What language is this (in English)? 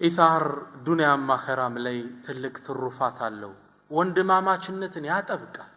Amharic